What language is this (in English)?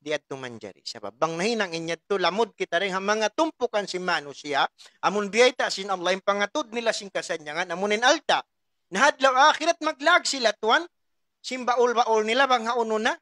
Tausug